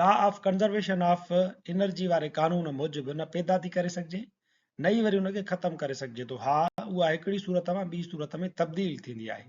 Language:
Sindhi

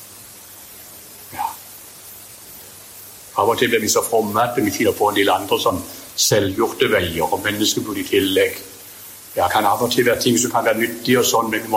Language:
Norwegian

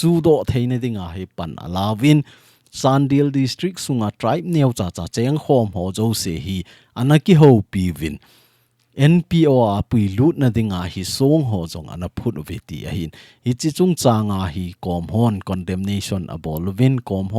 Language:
Thado Chin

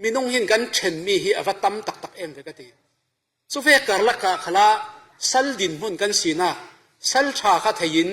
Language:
Falam Chin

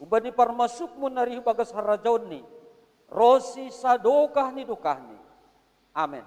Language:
Batak Simalungun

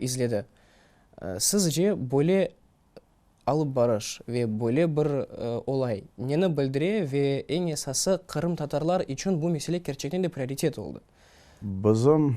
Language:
Crimean Tatar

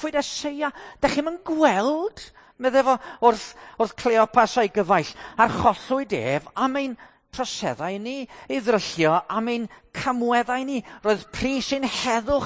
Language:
Welsh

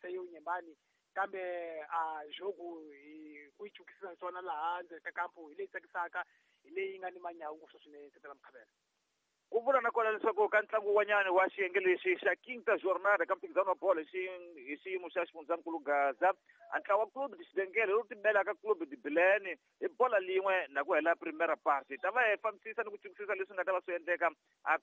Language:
Tsonga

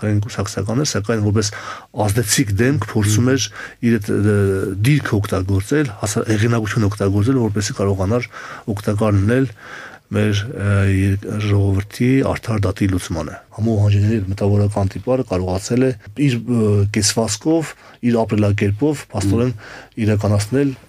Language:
Armenian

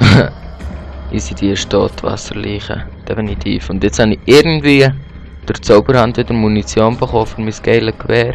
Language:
Swiss German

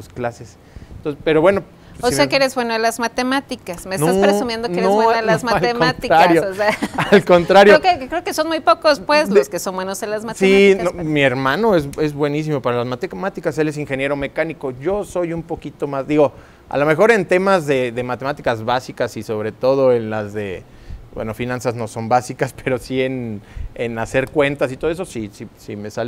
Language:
Spanish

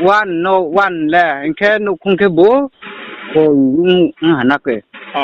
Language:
Riang (India)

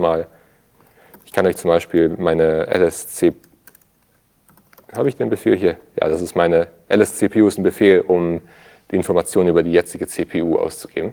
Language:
German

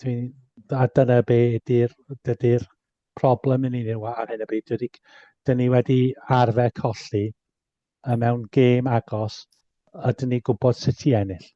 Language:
Welsh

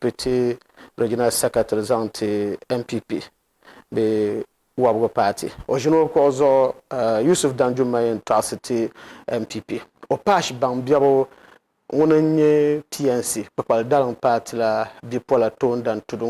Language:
Dagbani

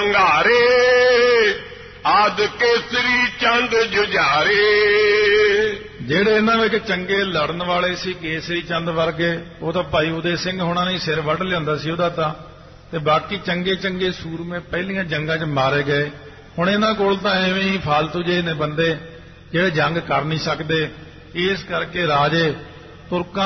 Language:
Punjabi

